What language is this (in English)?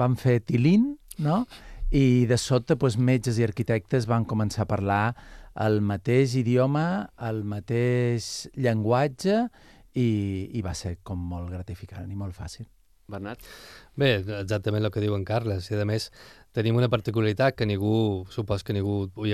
Catalan